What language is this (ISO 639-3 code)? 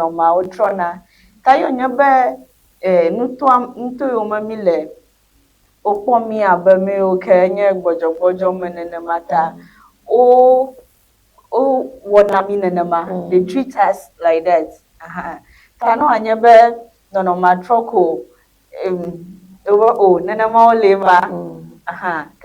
ewe